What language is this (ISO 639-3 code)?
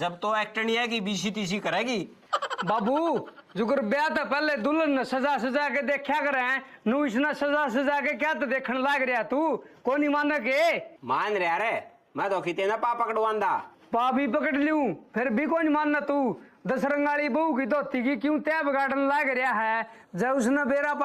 bgc